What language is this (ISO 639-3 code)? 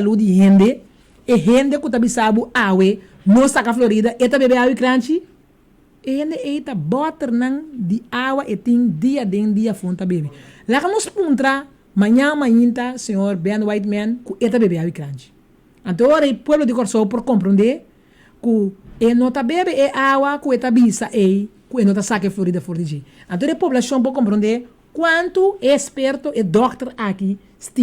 pap